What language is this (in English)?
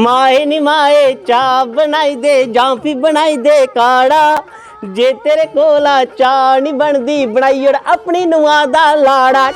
Dogri